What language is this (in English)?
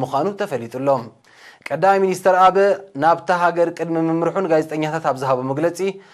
Tigrinya